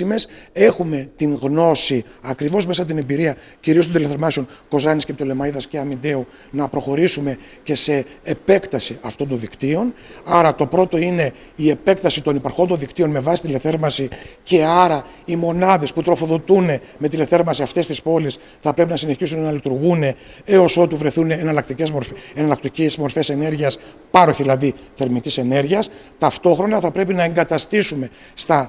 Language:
Greek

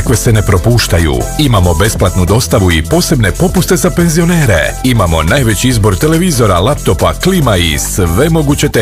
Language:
Bosnian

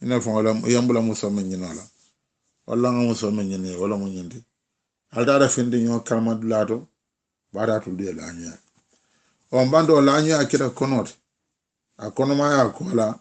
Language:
Mandingo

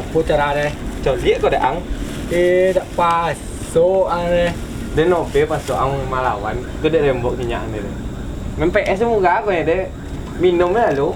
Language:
Minangkabau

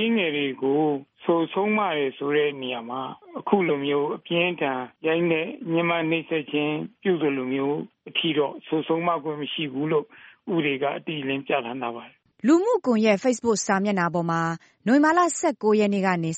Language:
Burmese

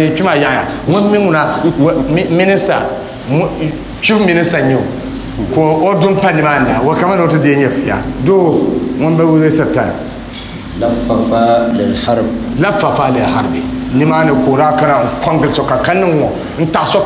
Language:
Dagbani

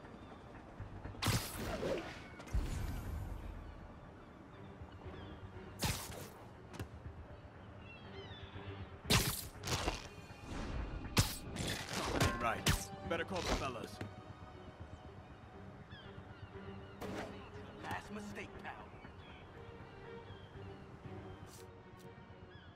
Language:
English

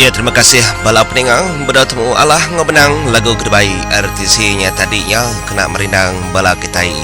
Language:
Iban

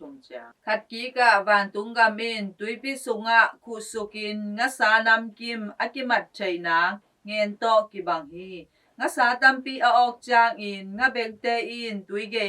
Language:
Tedim Chin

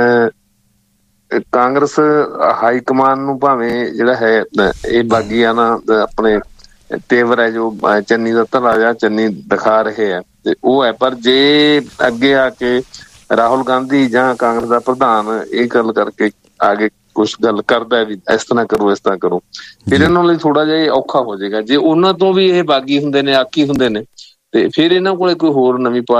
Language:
Punjabi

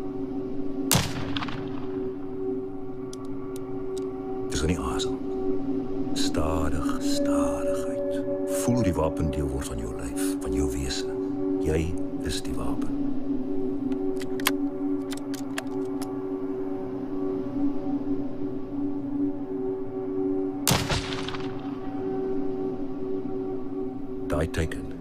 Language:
Afrikaans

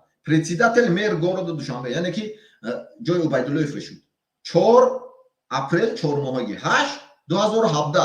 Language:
Tajik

